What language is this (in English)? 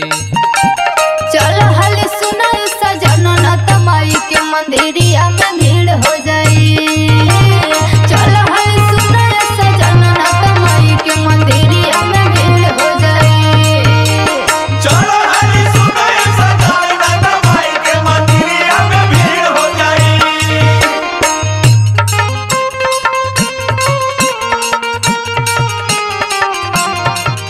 Bhojpuri